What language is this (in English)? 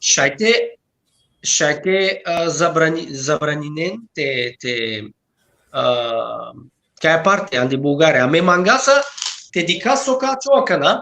Balkan Romani